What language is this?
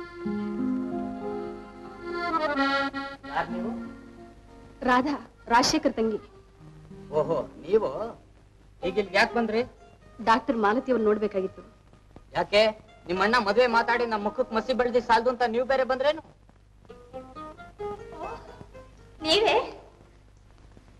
Kannada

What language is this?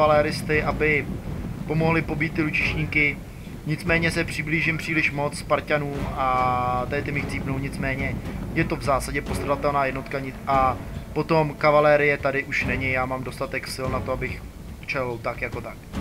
Czech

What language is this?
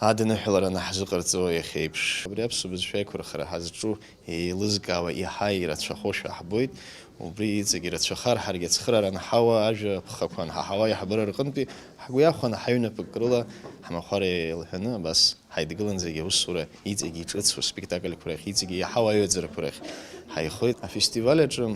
Abkhazian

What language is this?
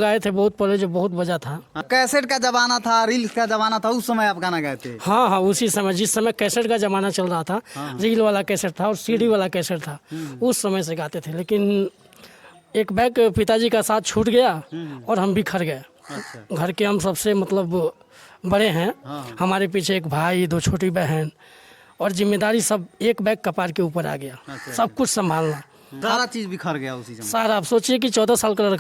Bhojpuri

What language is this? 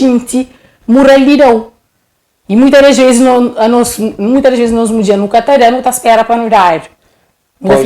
Kabuverdianu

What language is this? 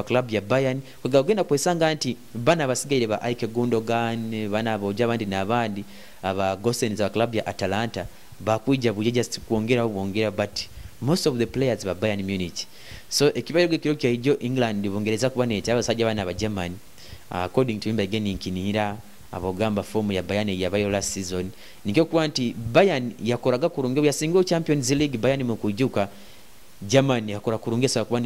Nyoro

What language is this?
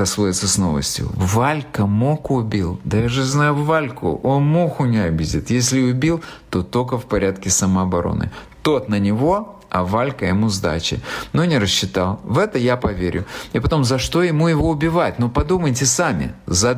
Russian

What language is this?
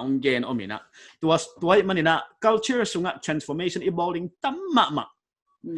Paite Chin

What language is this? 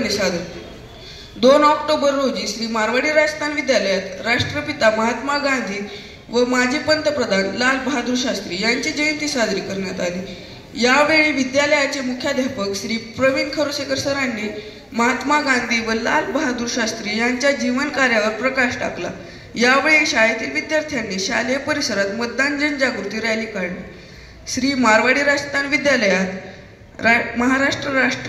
Marathi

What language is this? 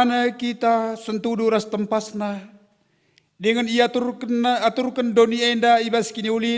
Batak Karo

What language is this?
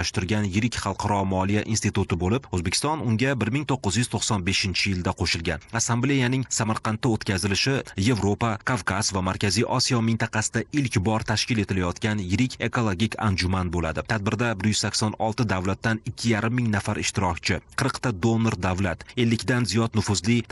Uzbek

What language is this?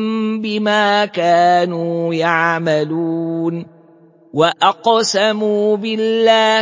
Arabic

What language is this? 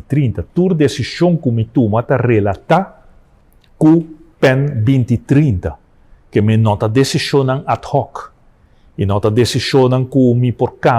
Papiamento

